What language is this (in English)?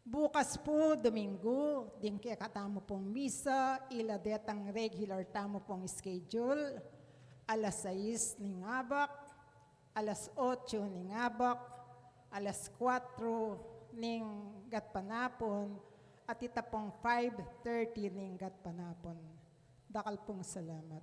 Pampanga